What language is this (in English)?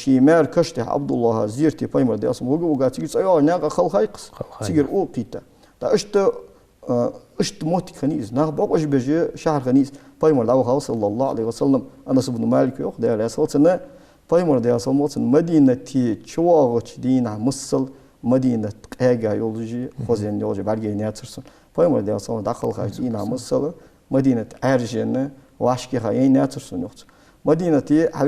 Ingush